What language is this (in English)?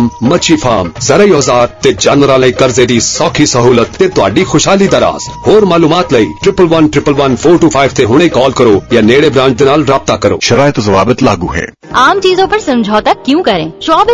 Urdu